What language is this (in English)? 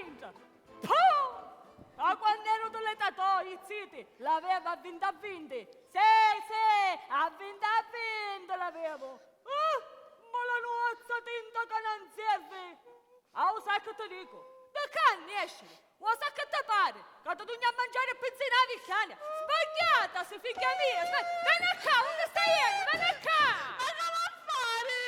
Sicilian